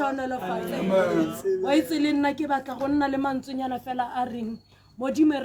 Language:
Tswana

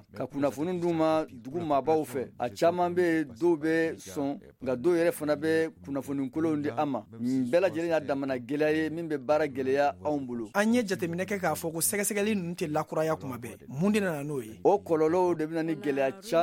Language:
Bambara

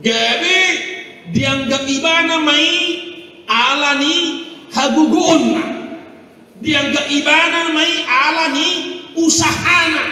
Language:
Batak Toba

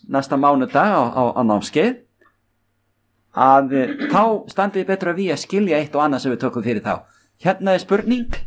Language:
Icelandic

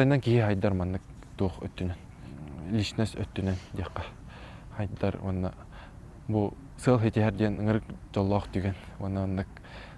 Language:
Yakut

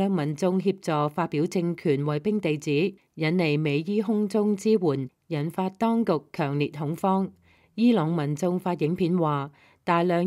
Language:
Cantonese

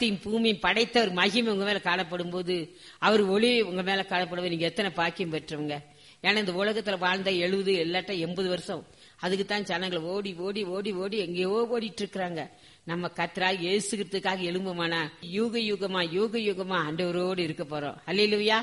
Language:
Tamil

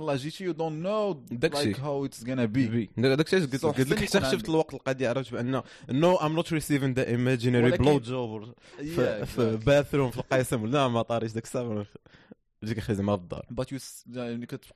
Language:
Moroccan Arabic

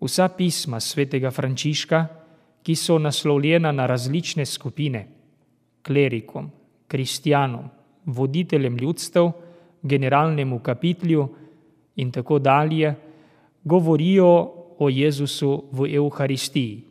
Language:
Slovenian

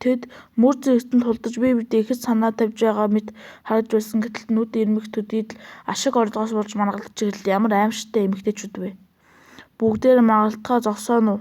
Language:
Mongolian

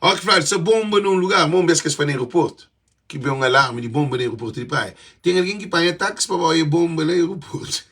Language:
Kabuverdianu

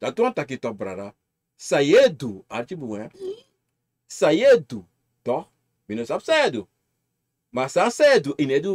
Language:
Sranan Tongo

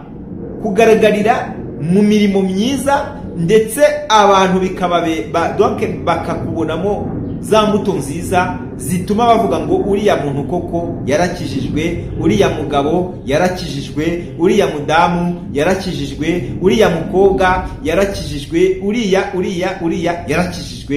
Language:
Kinyarwanda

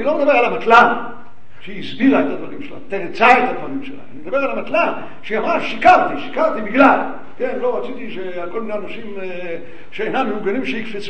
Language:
Hebrew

